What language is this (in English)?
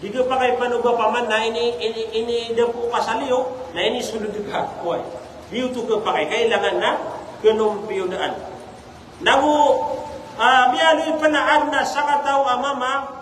Maranao